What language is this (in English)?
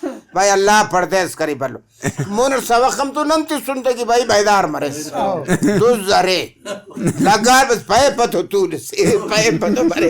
Brahui